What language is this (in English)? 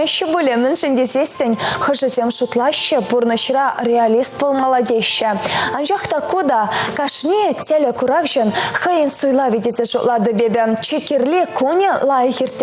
Chuvash